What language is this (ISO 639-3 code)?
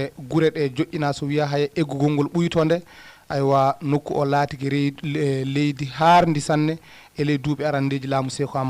ful